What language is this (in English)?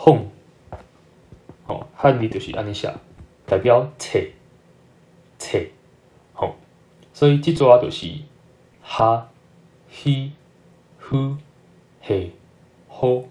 Min Nan Chinese